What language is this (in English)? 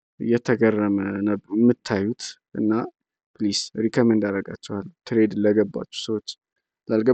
Amharic